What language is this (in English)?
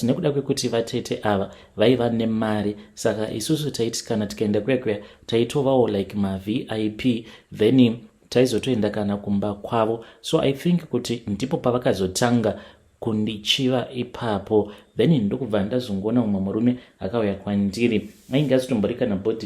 Shona